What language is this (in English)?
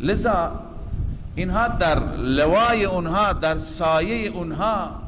Persian